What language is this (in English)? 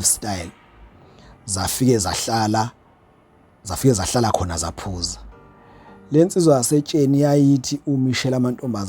Zulu